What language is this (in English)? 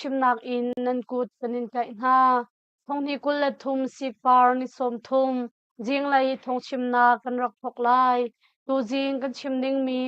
Hakha Chin